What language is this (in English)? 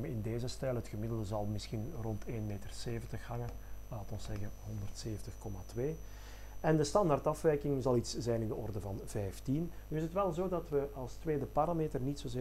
Dutch